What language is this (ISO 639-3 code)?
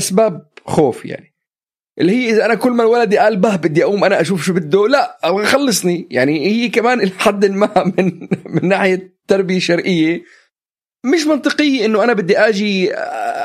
apc